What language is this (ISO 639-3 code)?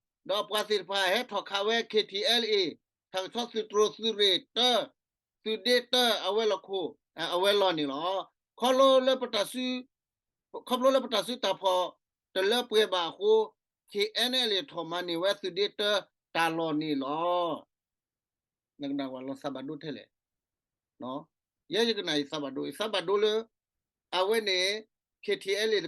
ksw